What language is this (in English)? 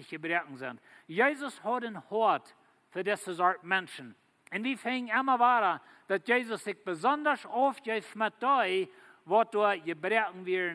Plautdietsch